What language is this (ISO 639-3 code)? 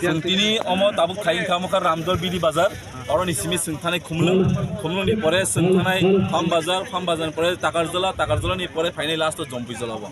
trp